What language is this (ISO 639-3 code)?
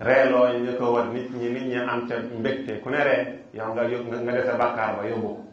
wol